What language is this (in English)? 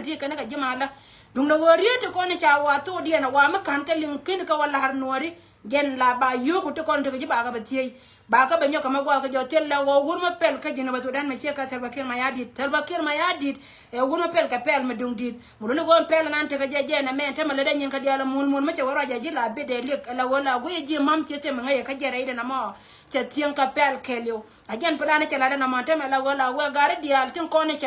Nuer